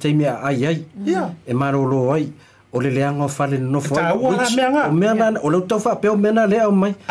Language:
Samoan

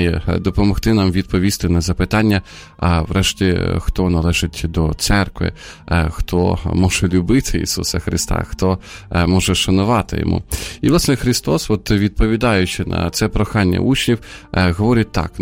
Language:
Ukrainian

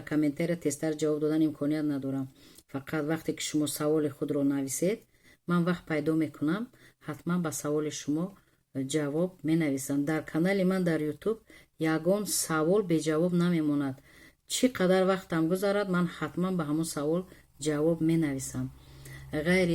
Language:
Tajik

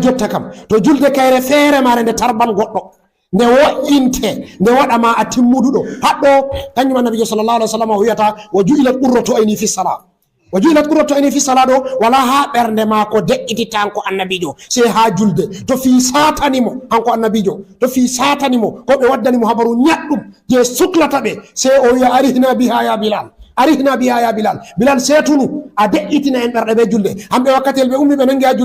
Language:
Fula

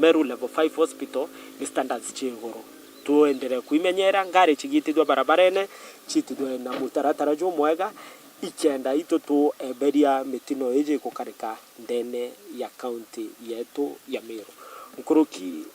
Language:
Meru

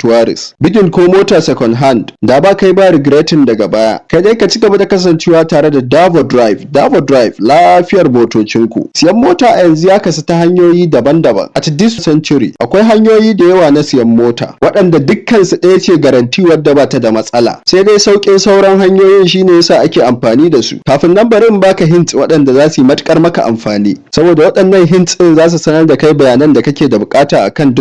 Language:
Hausa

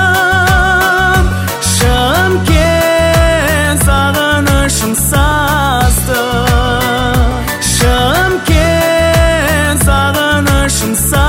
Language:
Kazakh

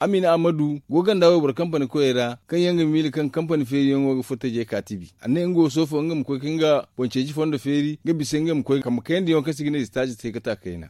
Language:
Zarma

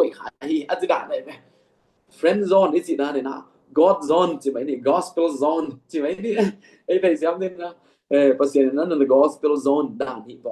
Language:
Tedim Chin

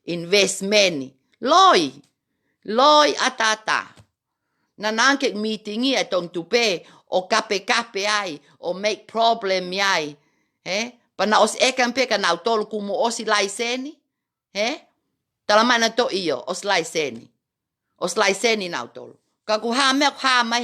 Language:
Tongan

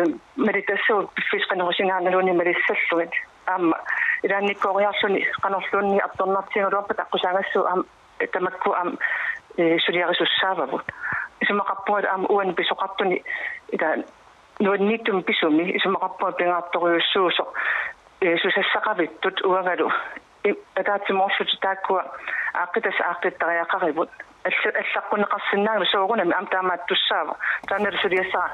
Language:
Kalaallisut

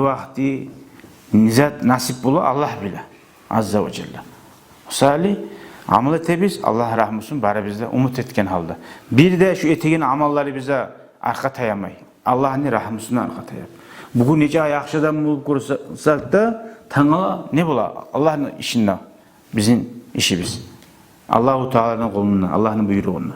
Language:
Kumyk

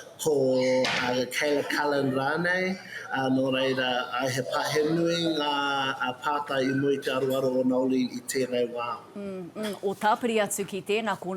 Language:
Māori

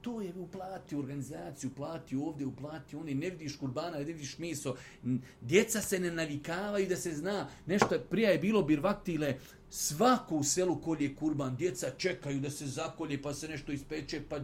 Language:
Bosnian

